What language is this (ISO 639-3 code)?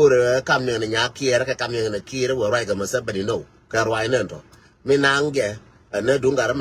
nus